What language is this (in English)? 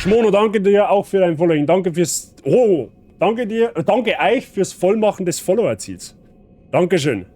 Bavarian